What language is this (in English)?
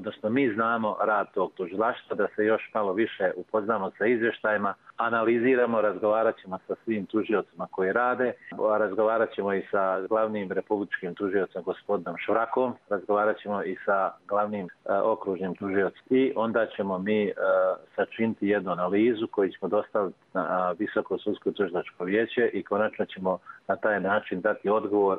Croatian